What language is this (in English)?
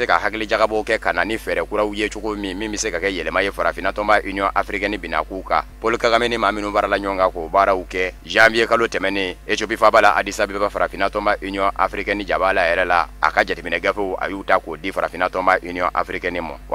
Bambara